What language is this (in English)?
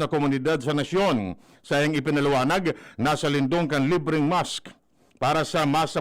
Bikol